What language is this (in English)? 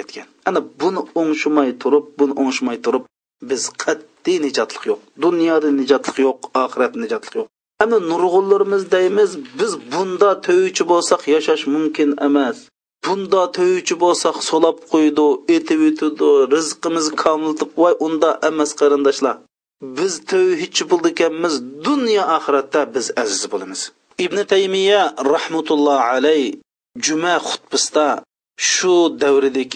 Uyghur